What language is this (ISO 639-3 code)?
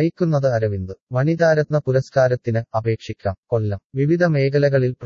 mal